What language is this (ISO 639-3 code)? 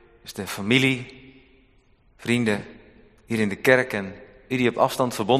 nld